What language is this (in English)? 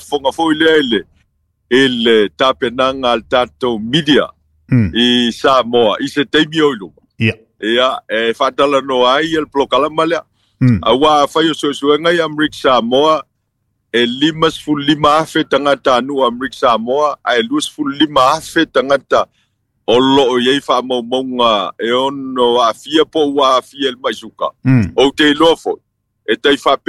Samoan